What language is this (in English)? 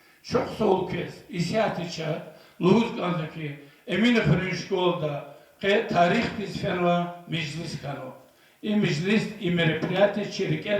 Lezghian